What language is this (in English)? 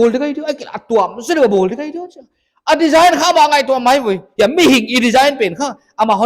Paite Chin